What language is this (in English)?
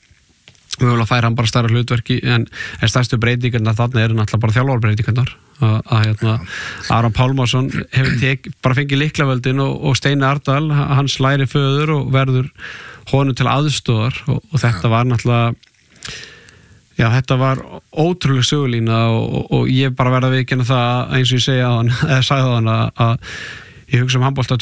Icelandic